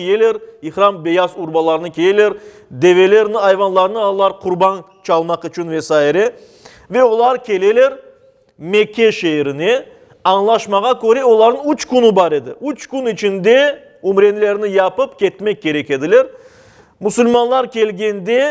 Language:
Crimean Tatar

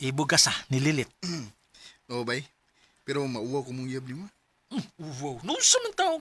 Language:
Cebuano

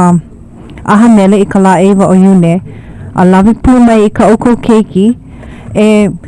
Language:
Hawaiian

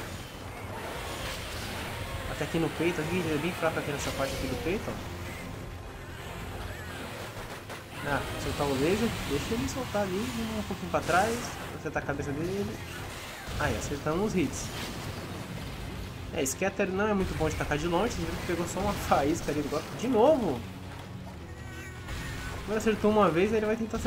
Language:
Portuguese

